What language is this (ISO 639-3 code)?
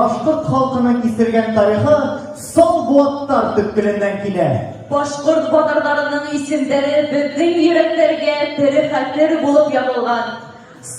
bak